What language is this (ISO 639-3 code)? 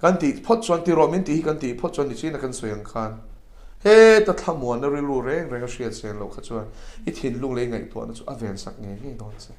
lus